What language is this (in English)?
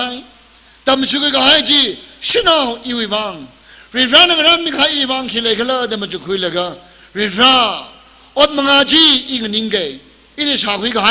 Tangkhul Naga (India)